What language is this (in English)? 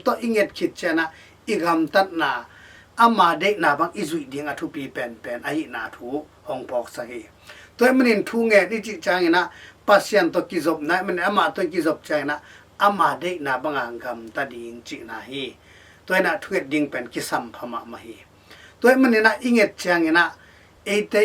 Tedim Chin